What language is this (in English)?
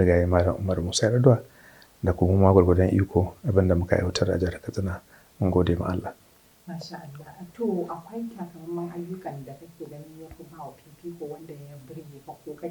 Hausa